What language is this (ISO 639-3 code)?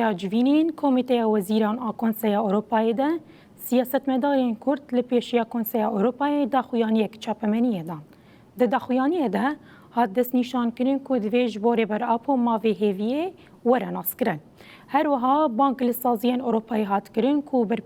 kur